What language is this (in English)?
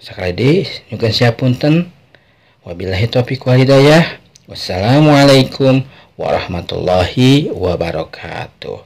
Sundanese